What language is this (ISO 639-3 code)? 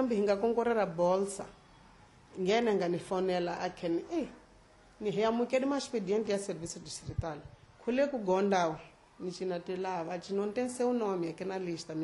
tso